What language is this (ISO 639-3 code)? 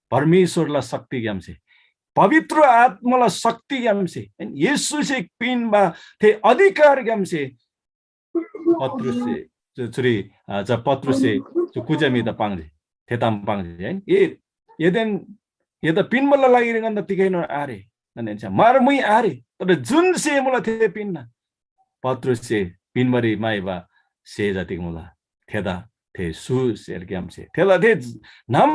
taj